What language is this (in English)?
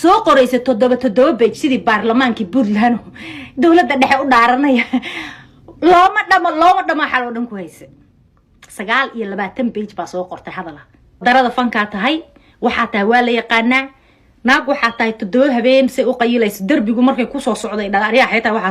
Somali